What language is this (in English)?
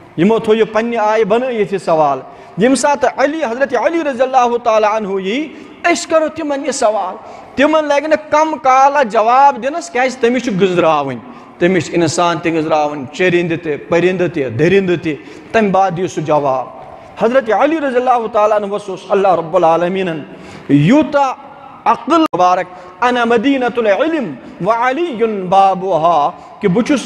Kashmiri